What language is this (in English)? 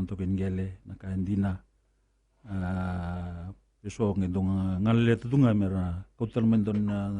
Fijian